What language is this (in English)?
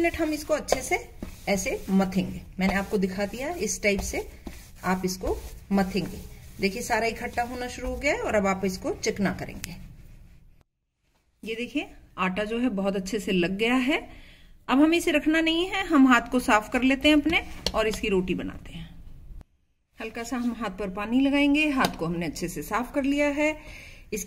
Hindi